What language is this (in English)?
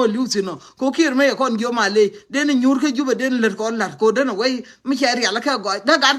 Nuer